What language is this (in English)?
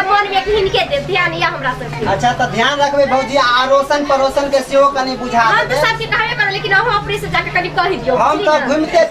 Maithili